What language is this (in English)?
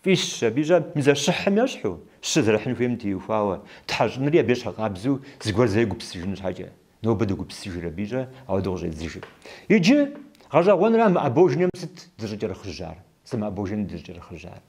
Kabardian